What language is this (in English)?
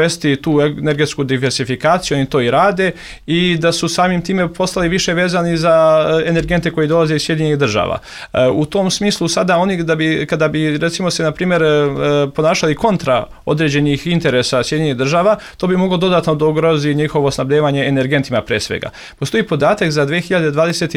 Serbian